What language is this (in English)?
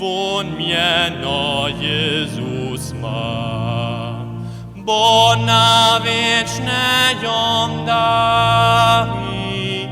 Upper Sorbian